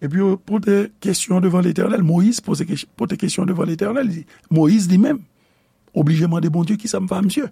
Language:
Haitian Creole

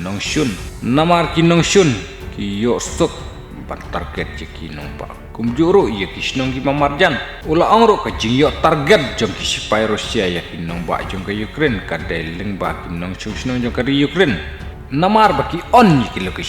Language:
Khasi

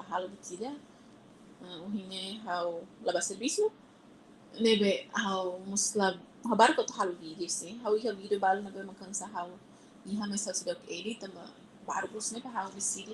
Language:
Tetum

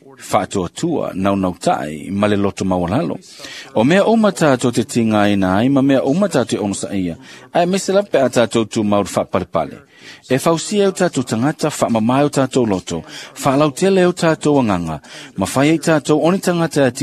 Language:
Samoan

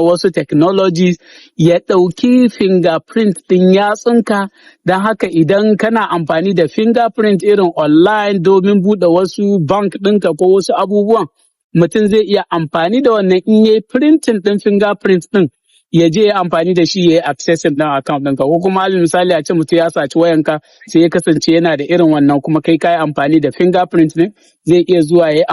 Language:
Hausa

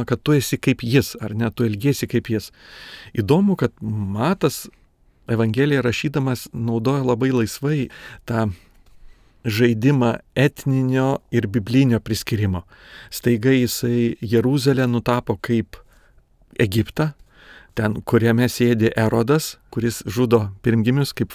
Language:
Lithuanian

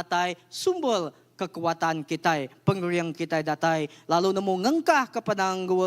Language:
Iban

